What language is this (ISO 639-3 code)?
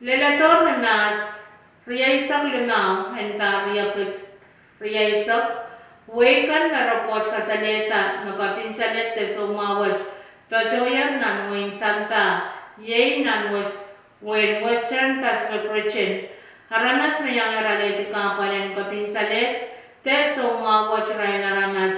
pon